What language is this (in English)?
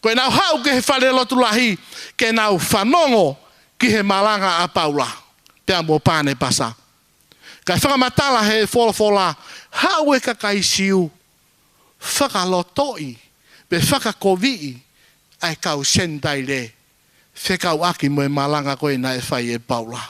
Tongan